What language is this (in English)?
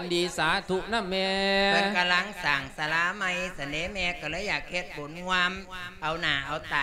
Lao